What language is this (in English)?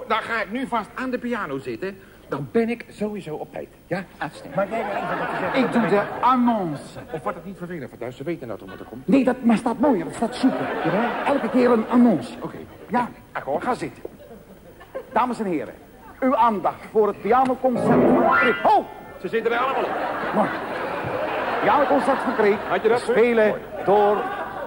Dutch